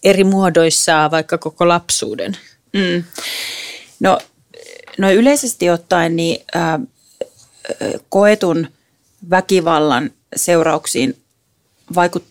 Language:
Finnish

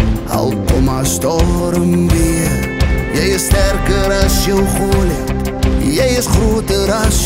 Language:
Afrikaans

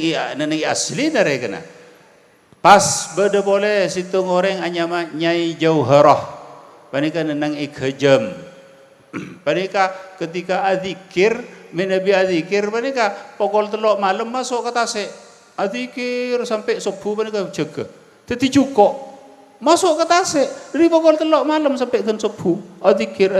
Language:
Madurese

